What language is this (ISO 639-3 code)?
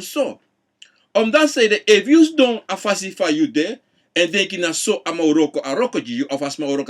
srn